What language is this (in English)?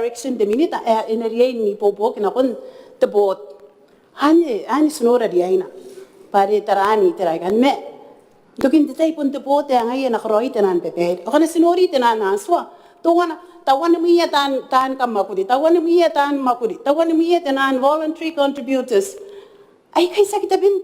Gilbertese